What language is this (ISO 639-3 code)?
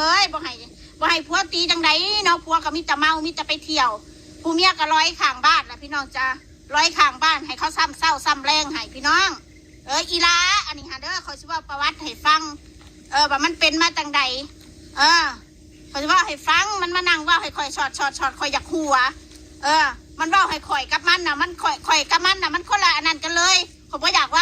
tts